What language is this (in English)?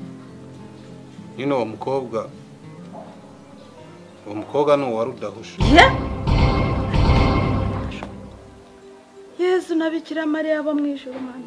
Kinyarwanda